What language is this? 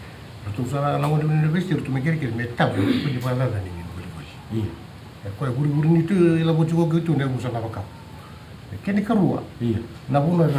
Fijian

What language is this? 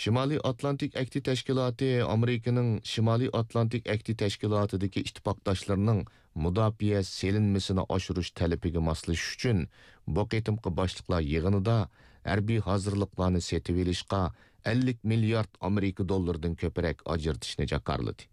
Uyghur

